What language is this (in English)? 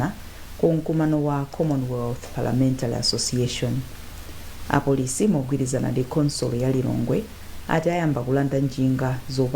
Nyanja